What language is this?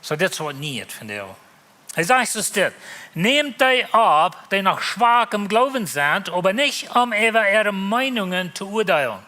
Plautdietsch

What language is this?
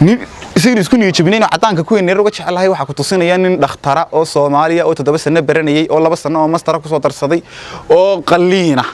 Somali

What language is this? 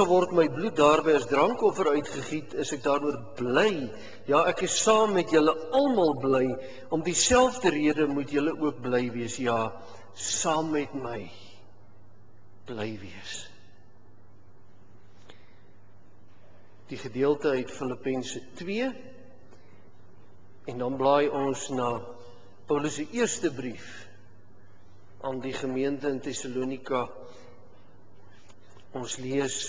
Afrikaans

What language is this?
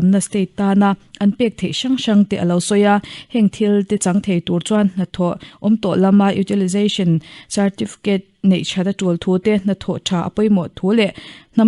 Mizo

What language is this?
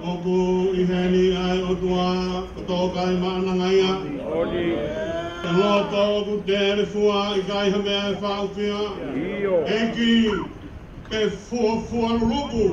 Tongan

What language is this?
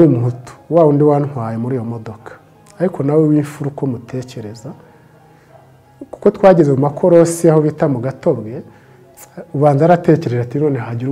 Kinyarwanda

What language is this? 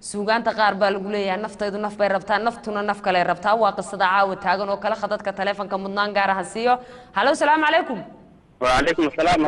Somali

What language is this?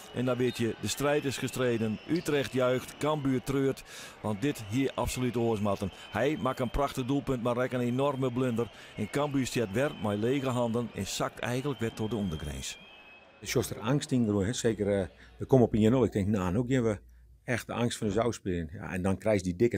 Western Frisian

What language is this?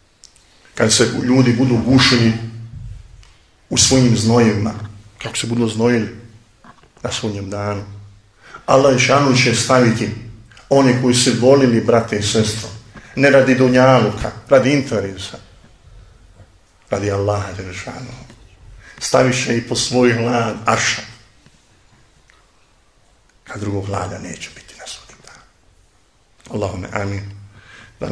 Bosnian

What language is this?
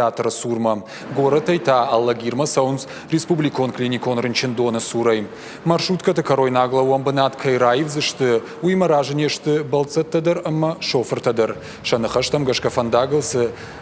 Ossetic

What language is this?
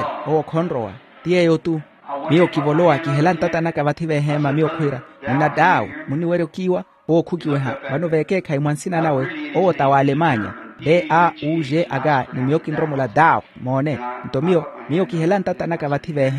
Makhuwa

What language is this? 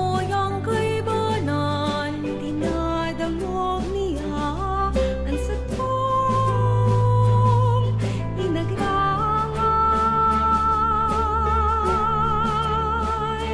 Bikol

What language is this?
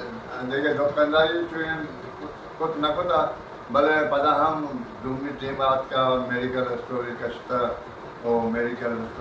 Eastern Balochi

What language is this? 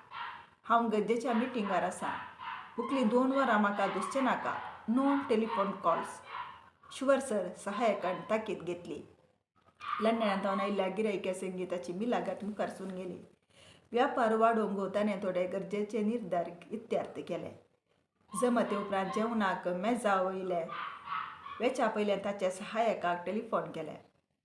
Konkani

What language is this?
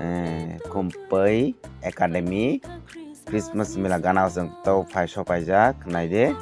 Kok Borok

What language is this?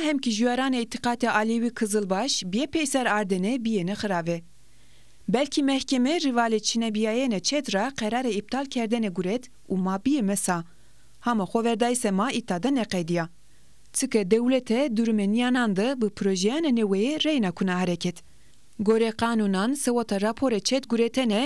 Zaza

